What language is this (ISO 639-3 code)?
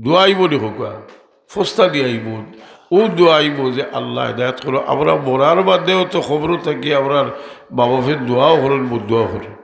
syl